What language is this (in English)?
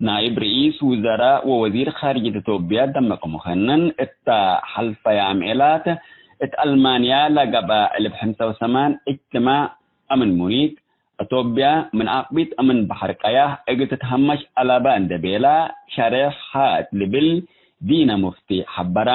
Tigre